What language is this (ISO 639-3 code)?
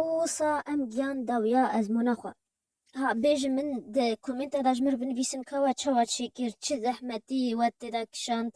kur